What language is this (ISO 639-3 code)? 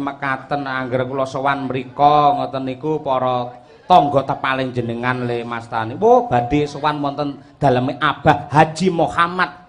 jav